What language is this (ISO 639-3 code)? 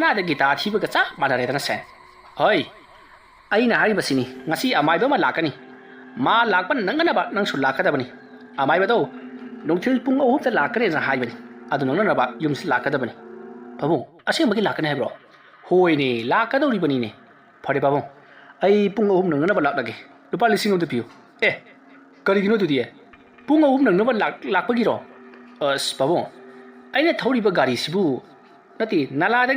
mni